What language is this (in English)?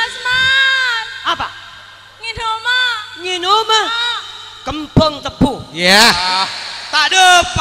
Madurese